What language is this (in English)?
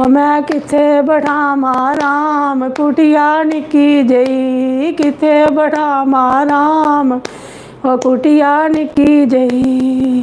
Dogri